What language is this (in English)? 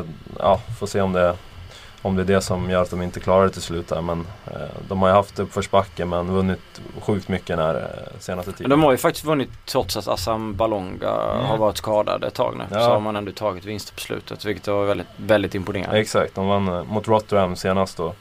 Swedish